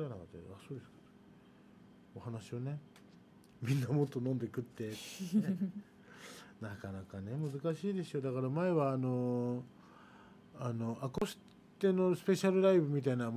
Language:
Japanese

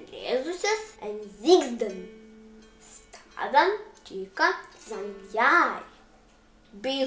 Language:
Prussian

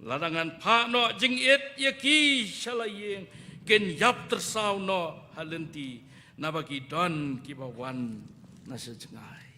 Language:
Khasi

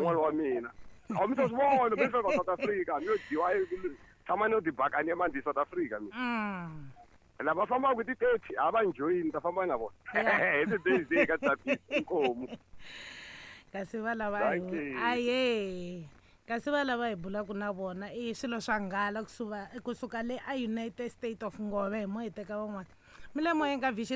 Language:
Tsonga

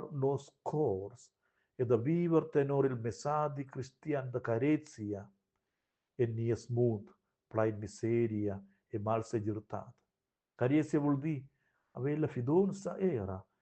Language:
Romansh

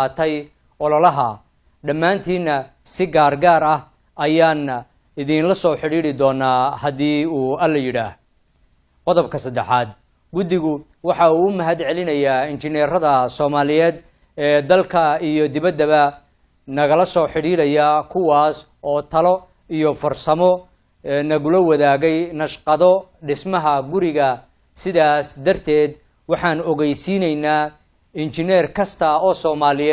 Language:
Somali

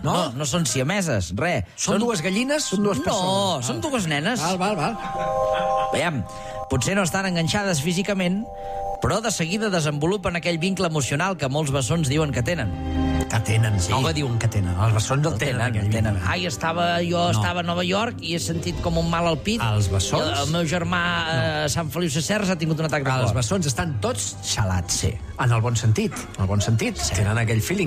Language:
Catalan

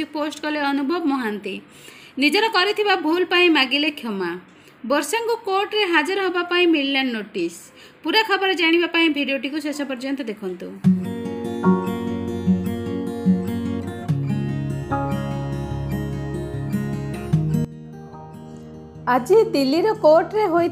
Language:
Odia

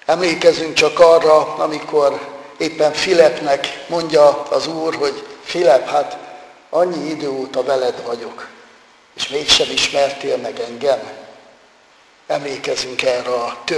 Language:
Hungarian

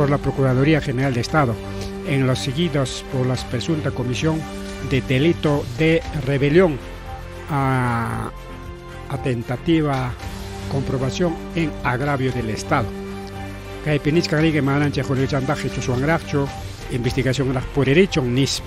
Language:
Ayacucho Quechua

